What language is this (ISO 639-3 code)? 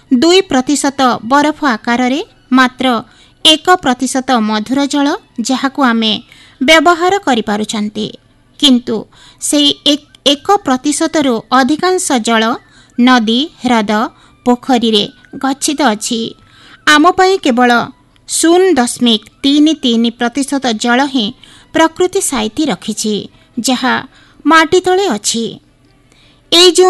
ori